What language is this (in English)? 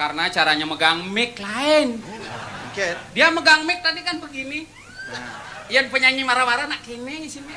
Balinese